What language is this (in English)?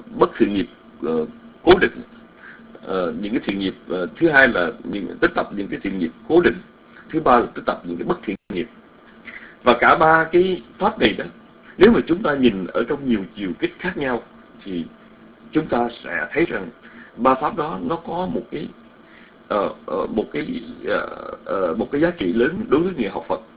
Vietnamese